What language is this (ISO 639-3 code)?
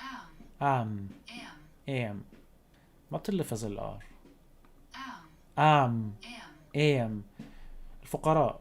apc